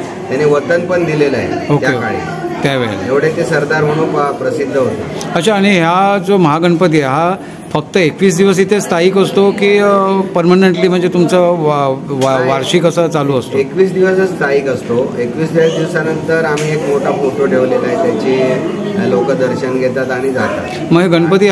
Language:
Marathi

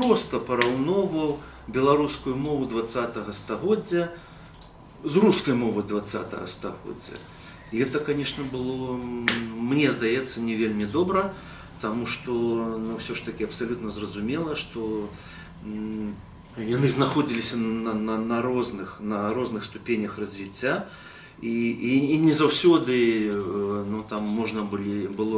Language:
Belarusian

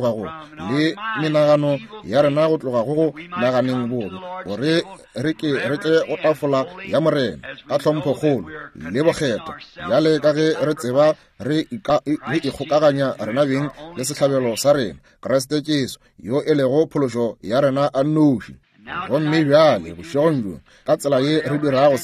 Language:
Northern Sotho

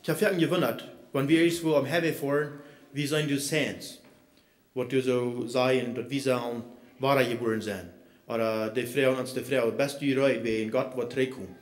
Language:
Plautdietsch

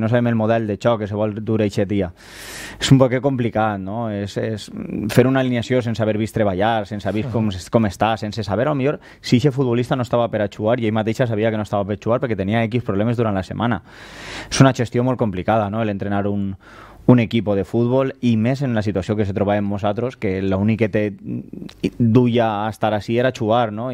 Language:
Catalan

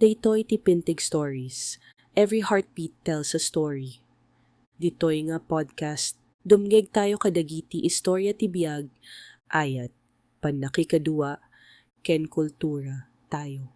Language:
Iloko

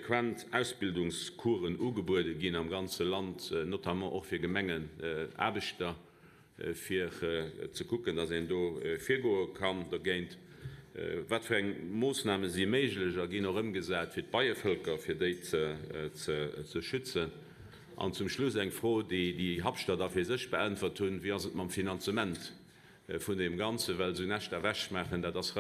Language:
Luxembourgish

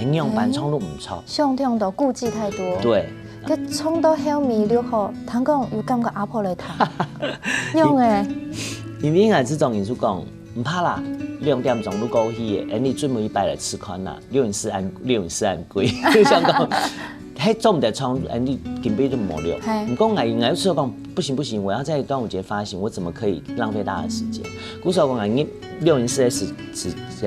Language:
Hakka Chinese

